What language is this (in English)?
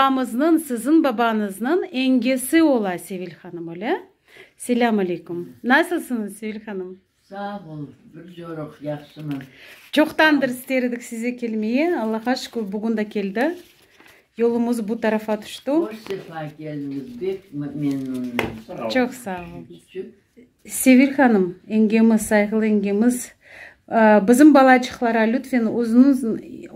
Crimean Tatar